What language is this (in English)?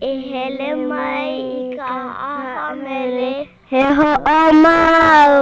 Hawaiian